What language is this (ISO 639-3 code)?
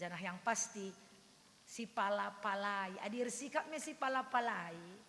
btx